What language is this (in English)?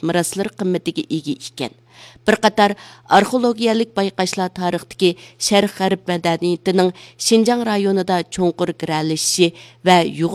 Uyghur